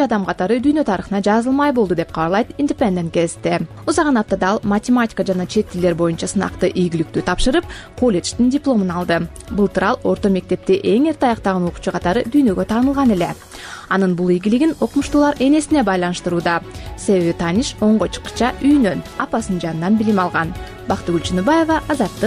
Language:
Kyrgyz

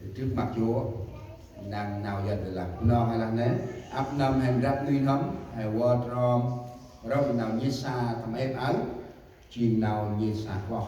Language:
Central Mnong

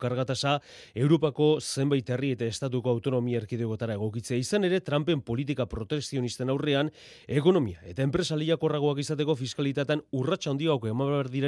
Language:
Basque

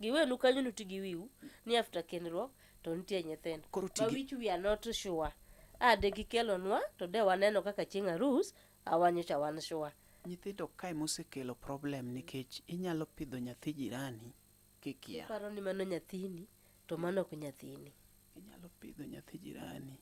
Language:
Luo (Kenya and Tanzania)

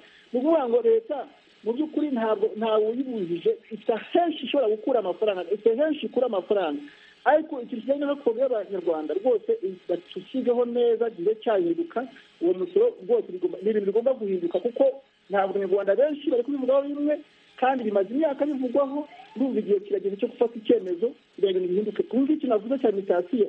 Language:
Kinyarwanda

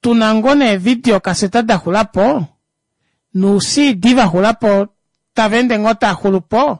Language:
Kuanyama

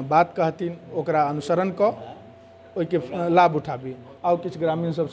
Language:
Maithili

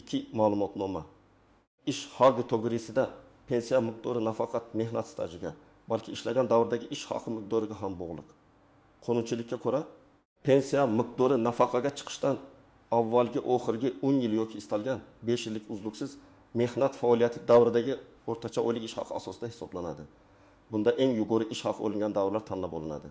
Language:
Uzbek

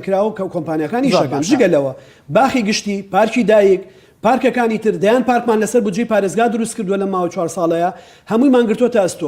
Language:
Central Kurdish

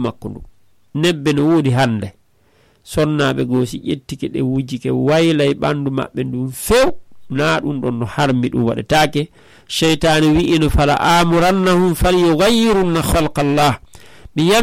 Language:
Fula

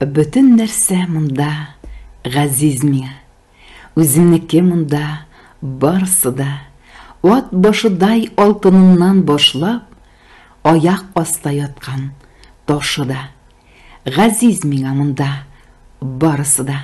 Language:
Tatar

